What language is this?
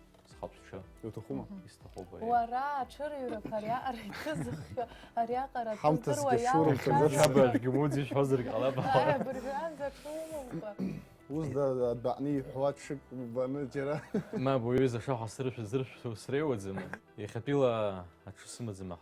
Abkhazian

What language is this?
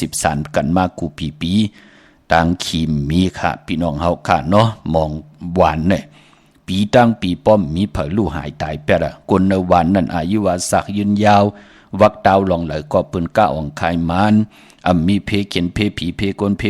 Shan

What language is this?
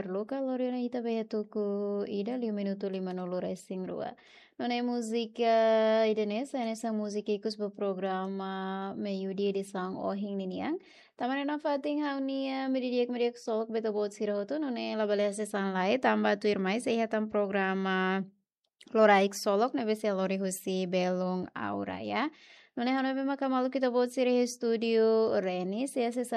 Tetum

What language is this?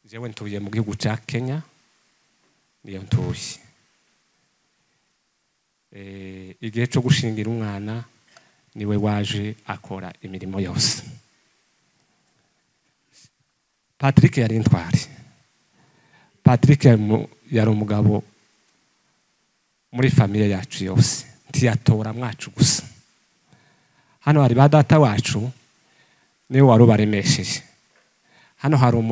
Kinyarwanda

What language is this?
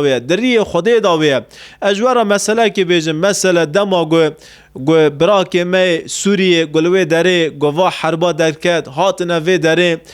Kurdish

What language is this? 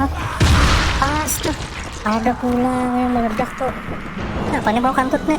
Banjar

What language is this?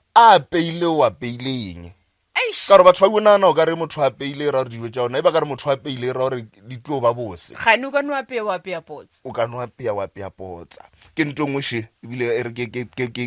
Northern Sotho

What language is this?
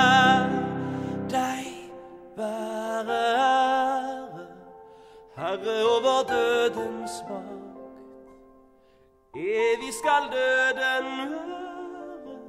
Norwegian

